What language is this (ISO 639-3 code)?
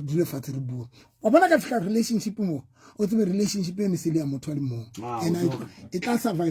sot